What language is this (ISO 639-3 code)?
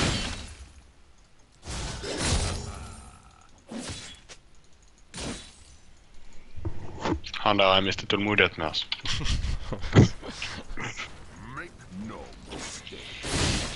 nor